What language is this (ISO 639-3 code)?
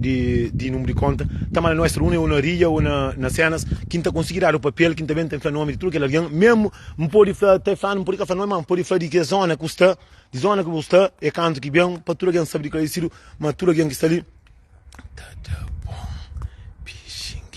kea